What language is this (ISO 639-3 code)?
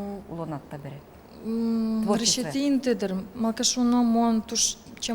udm